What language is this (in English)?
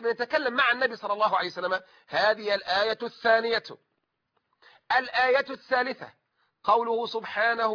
Arabic